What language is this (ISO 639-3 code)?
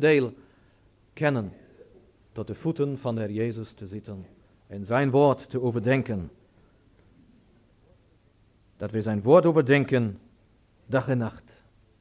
nld